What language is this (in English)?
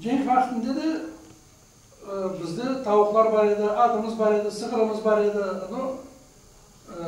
Crimean Tatar